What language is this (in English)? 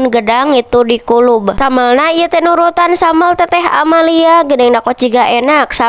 Sundanese